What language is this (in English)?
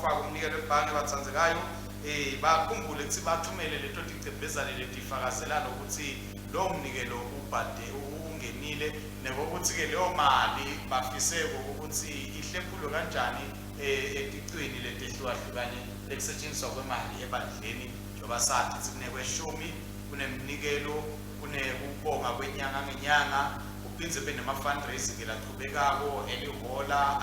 Swati